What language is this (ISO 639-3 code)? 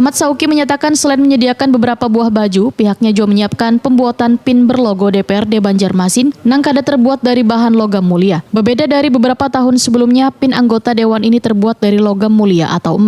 bjn